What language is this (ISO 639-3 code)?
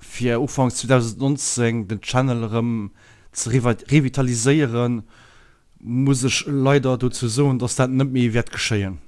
ltz